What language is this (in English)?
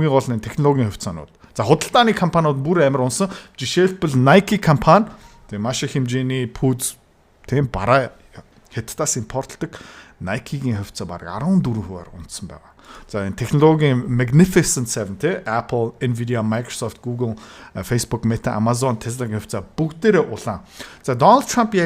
Mongolian